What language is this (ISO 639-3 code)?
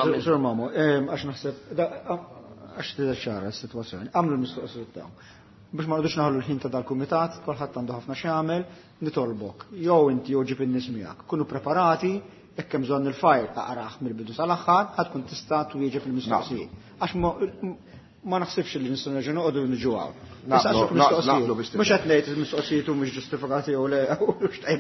mlt